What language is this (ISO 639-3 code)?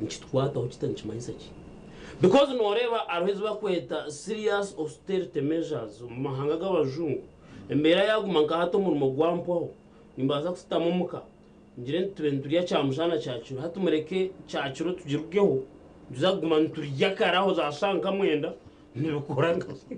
nyn